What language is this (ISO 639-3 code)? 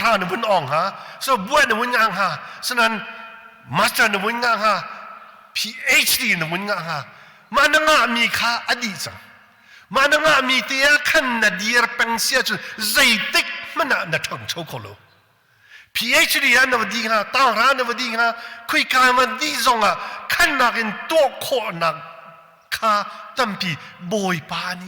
cnh